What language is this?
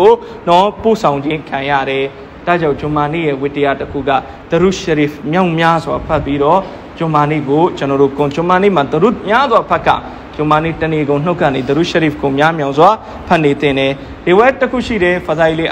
Burmese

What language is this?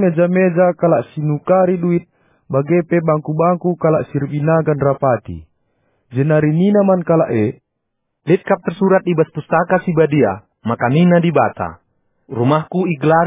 Batak Karo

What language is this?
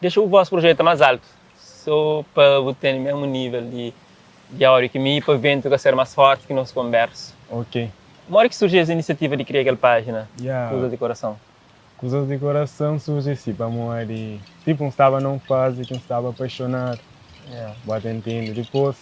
Kabuverdianu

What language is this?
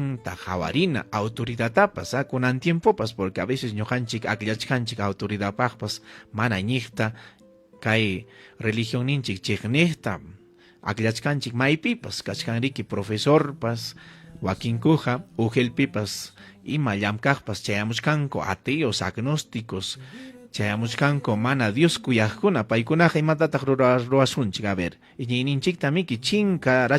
Ayacucho Quechua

